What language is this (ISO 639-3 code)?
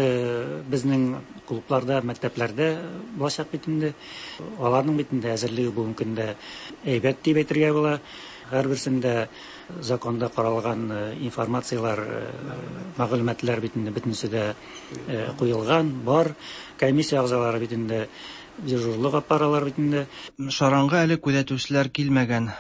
tat